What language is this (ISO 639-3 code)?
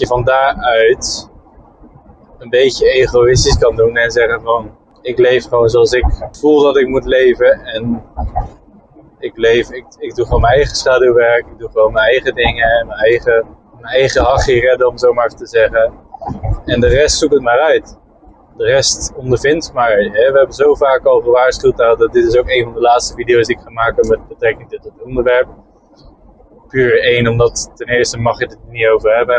nld